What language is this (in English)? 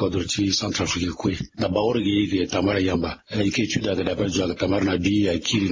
Sango